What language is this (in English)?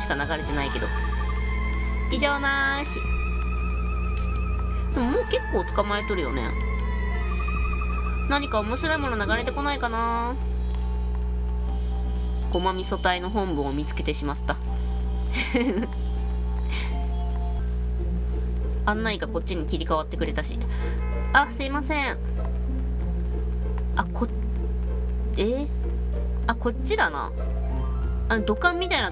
Japanese